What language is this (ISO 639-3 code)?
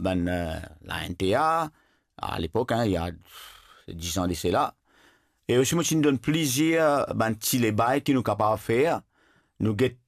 mfe